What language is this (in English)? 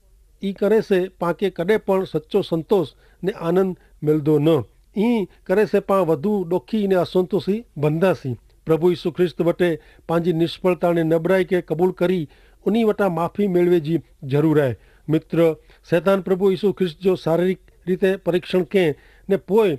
Kachhi